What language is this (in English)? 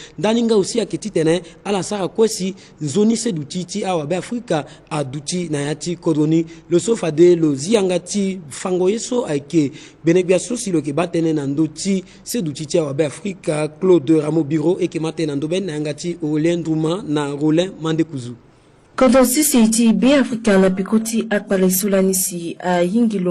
Sango